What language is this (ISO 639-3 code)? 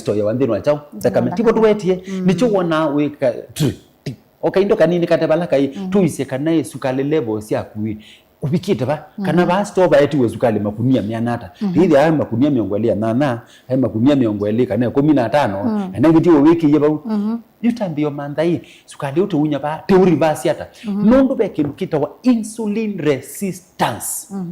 kam